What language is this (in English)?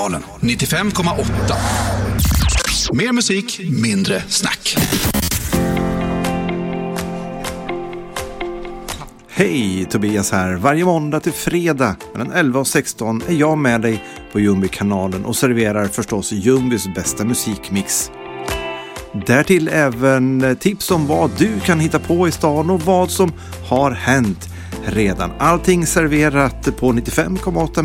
Swedish